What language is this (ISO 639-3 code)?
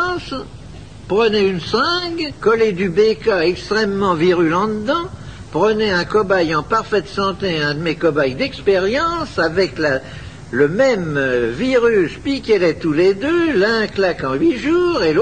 fra